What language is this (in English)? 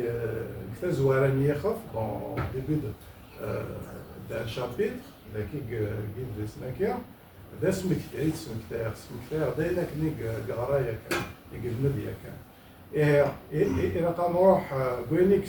Kabyle